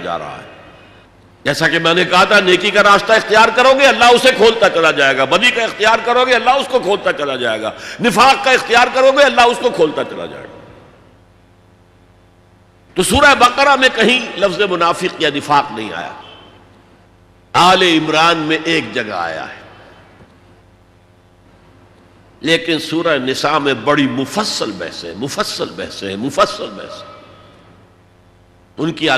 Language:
Urdu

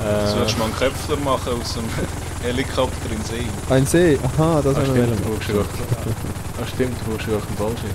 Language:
Swiss German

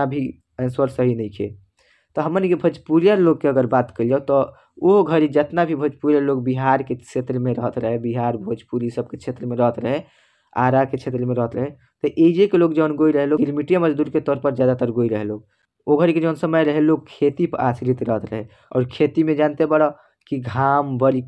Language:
Bhojpuri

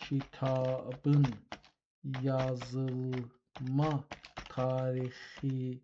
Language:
South Azerbaijani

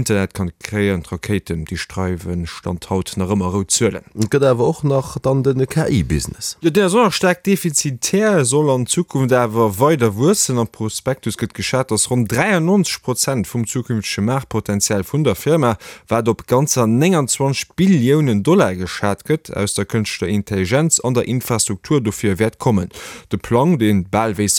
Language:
Luxembourgish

